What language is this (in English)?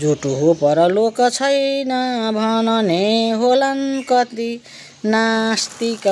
Nepali